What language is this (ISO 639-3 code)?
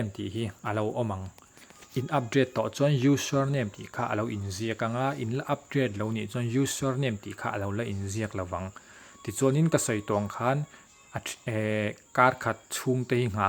lus